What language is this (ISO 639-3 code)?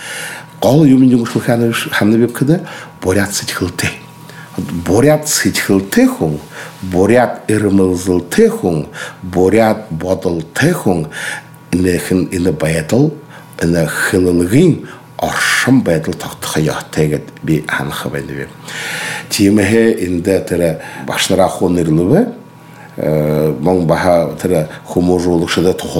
bua